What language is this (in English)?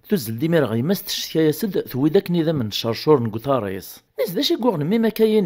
Kabyle